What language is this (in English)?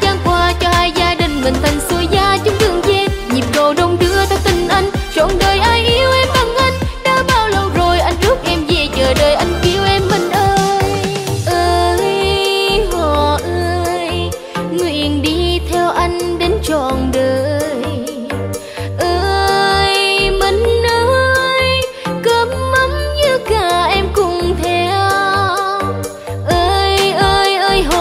Vietnamese